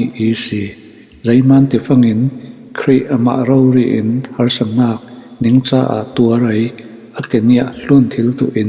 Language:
Falam Chin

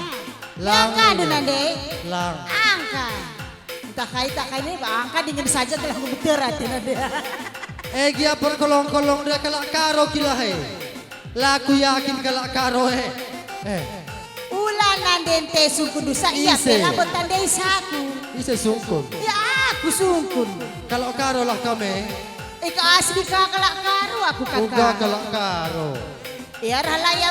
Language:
Batak Karo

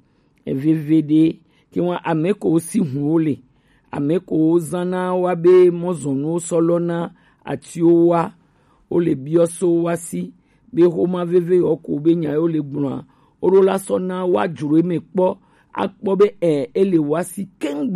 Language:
Gen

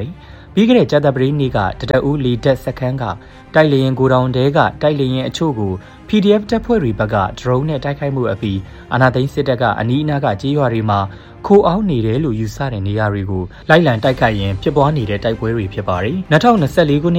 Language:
Burmese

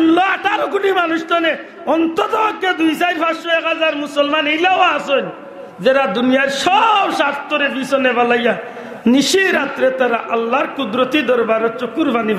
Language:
Sylheti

